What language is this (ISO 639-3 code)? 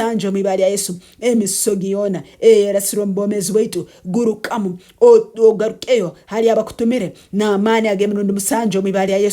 nyn